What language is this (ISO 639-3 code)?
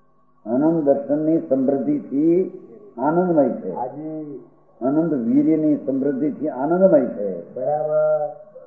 guj